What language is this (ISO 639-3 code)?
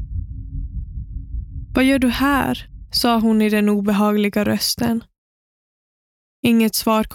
swe